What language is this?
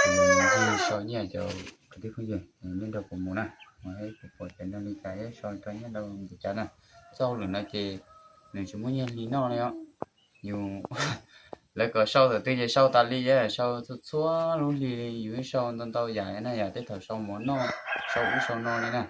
Hmong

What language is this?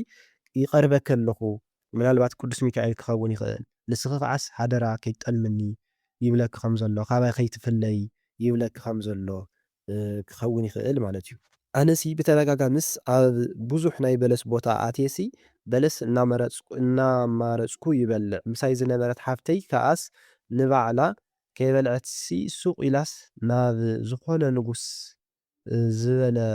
Tigrinya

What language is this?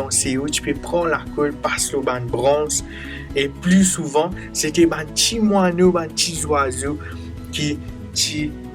Morisyen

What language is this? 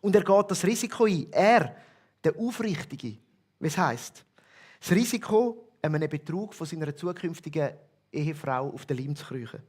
Swiss German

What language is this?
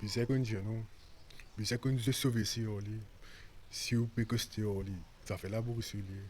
Morisyen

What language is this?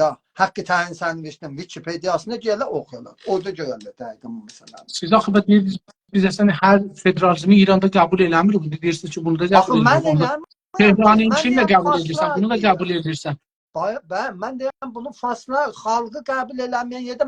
South Azerbaijani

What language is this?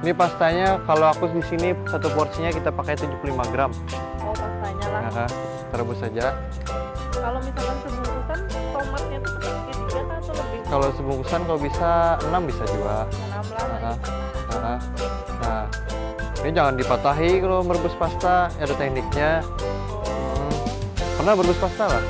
Banjar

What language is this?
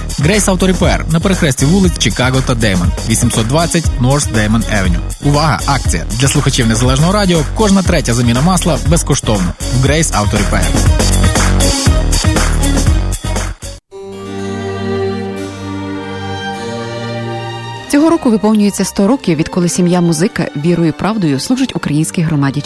Ukrainian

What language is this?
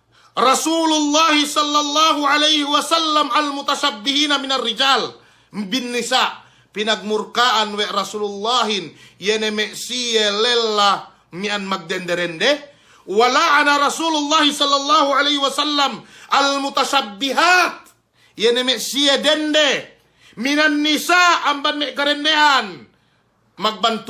Yakan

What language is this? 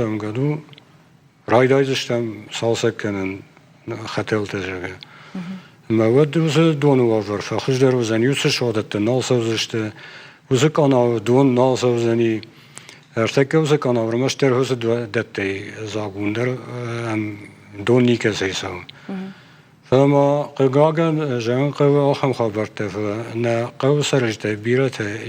Ossetic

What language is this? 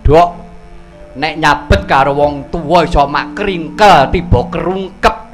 Javanese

